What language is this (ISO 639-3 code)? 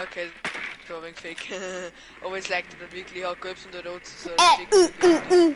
bar